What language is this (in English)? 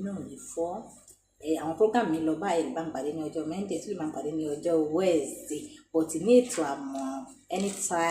Yoruba